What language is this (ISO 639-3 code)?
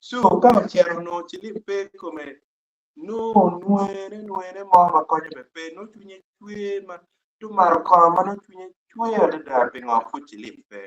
ach